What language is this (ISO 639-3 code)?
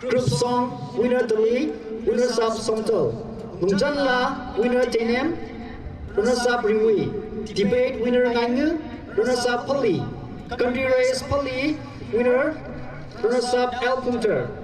nmf